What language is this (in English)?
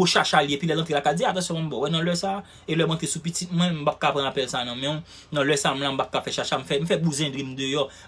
Haitian Creole